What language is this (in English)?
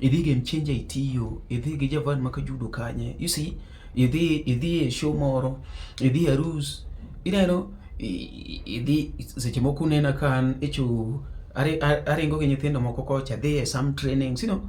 Luo (Kenya and Tanzania)